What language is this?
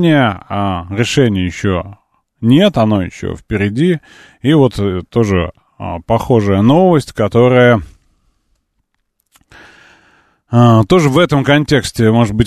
Russian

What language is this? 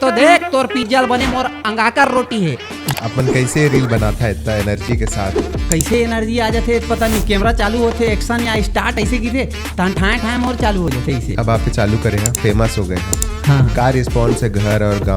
Chhattisgarhi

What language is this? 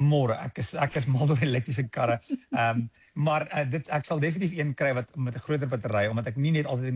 Afrikaans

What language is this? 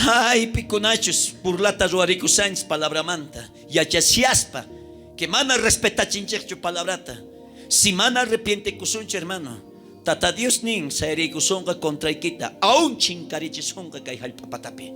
South Bolivian Quechua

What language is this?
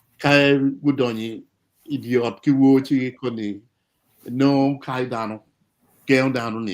Acoli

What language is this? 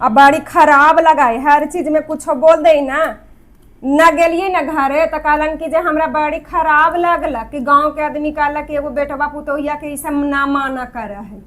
Magahi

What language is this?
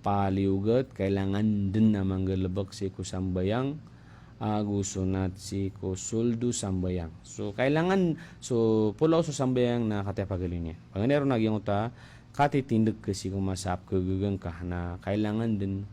Maranao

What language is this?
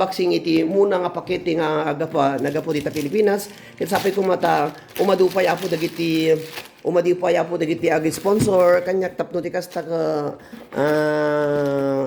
Iloko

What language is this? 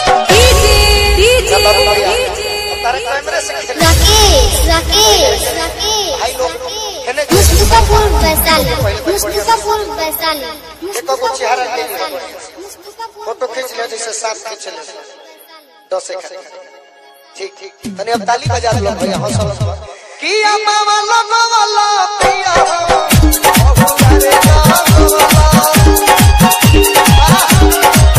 Bhojpuri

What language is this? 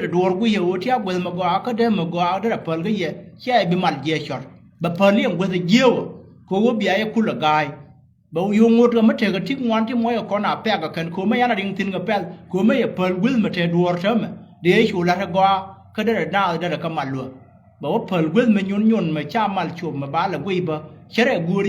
Nuer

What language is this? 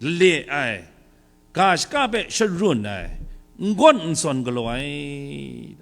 Kachin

